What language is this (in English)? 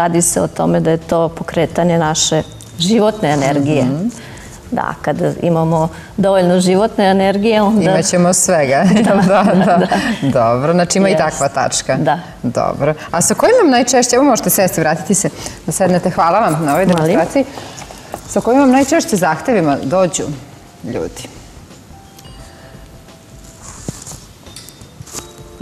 Serbian